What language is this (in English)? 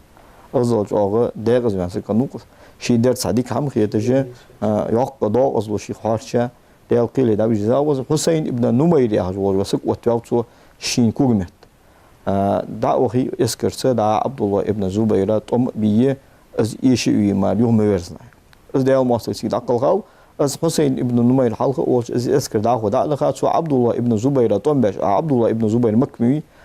Ingush